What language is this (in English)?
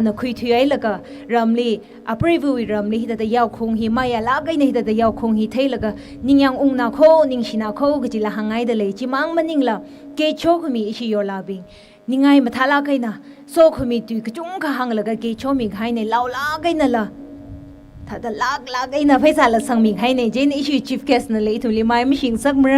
Tangkhul Naga (India)